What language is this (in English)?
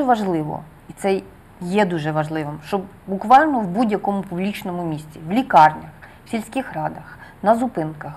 Ukrainian